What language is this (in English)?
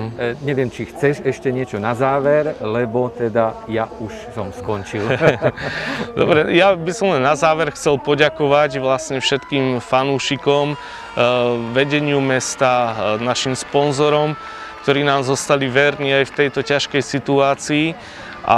Slovak